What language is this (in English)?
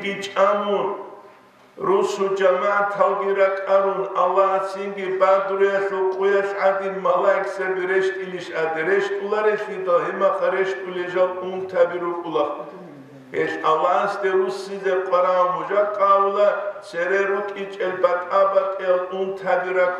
Avaric